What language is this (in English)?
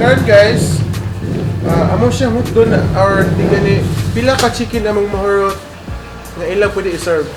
Cebuano